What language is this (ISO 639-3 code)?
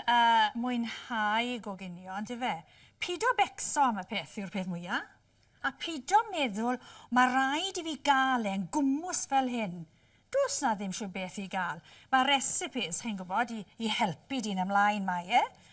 cym